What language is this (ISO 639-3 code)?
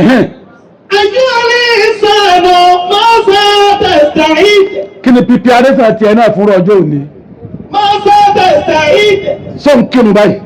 yor